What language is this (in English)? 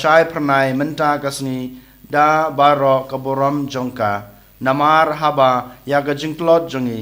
Khasi